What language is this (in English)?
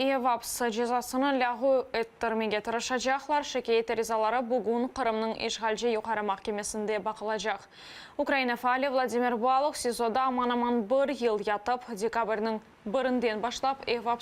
Crimean Tatar